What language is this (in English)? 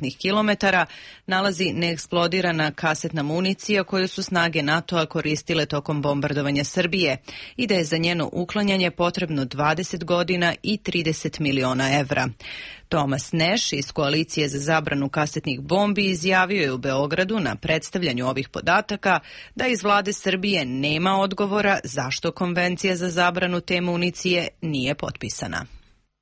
Serbian